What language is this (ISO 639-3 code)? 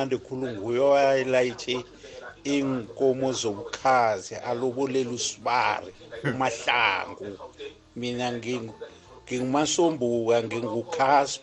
nbl